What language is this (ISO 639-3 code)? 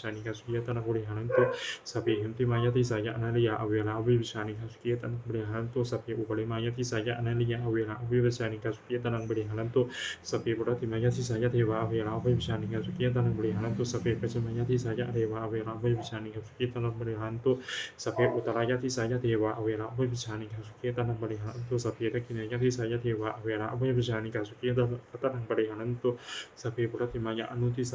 pli